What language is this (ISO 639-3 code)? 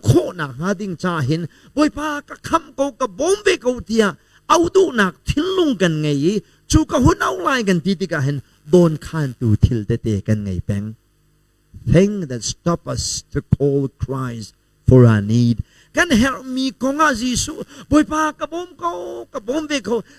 cnh